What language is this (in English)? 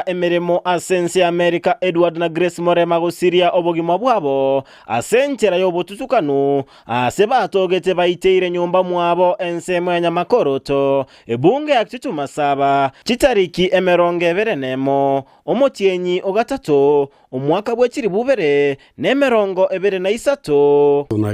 Gusii